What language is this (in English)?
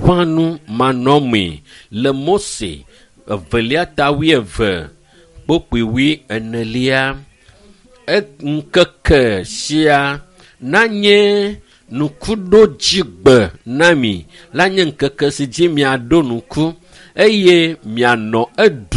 Ewe